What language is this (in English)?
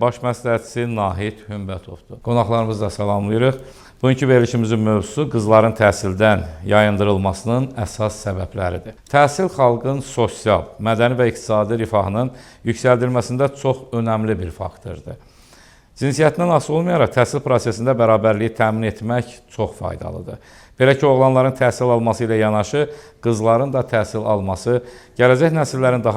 Azerbaijani